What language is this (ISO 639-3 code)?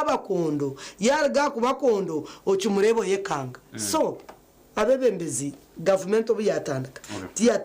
nyn